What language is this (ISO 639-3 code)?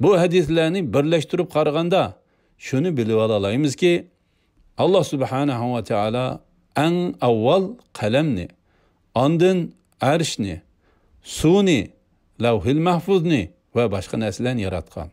uig